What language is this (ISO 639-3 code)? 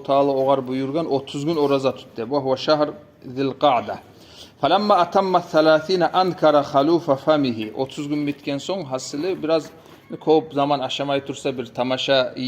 kum